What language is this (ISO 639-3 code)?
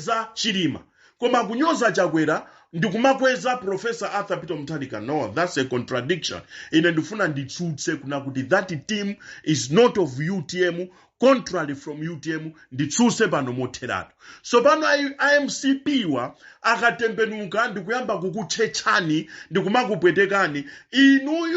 nya